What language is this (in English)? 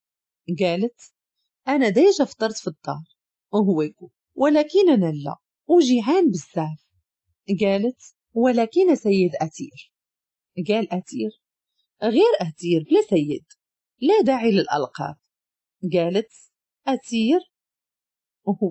Moroccan Arabic